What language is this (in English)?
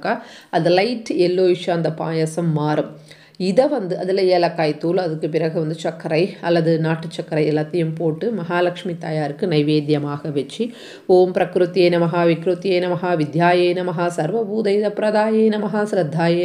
Tamil